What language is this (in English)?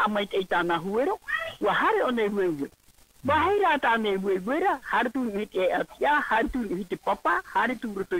Tahitian